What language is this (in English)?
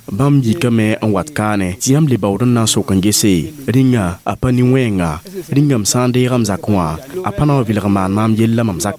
Mossi